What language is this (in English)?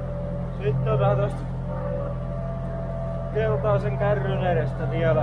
Finnish